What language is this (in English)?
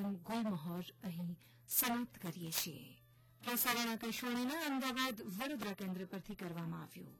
Gujarati